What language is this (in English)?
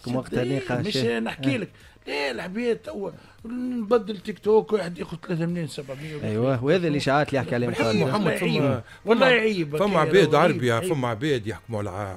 Tunisian Arabic